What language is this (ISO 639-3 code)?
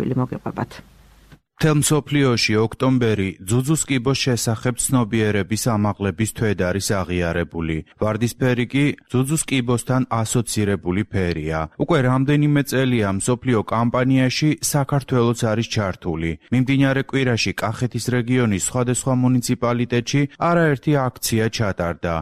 kat